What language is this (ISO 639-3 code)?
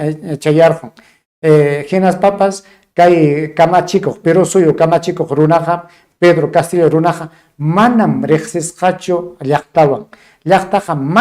quy